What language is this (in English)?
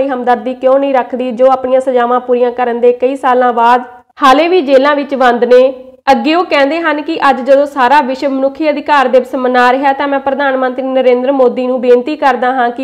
Punjabi